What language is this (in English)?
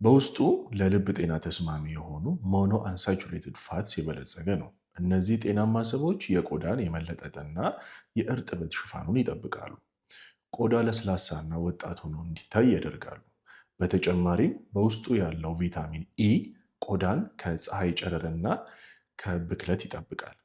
Amharic